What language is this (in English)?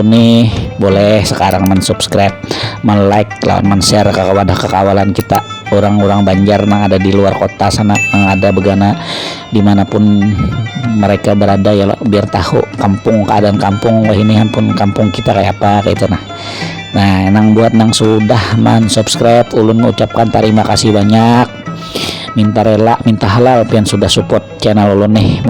Banjar